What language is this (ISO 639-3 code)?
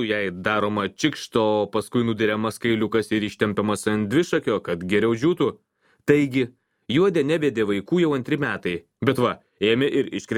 lit